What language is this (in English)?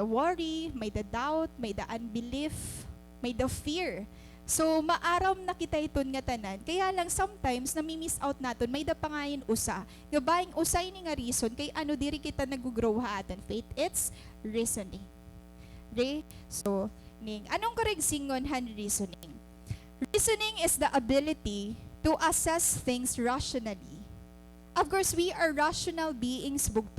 Waray